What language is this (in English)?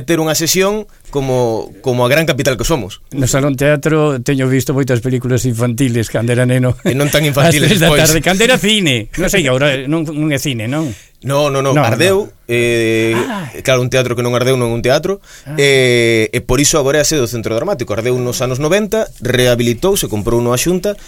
Galician